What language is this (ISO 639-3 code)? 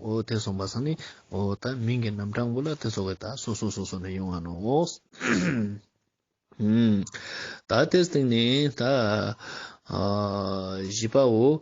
lbj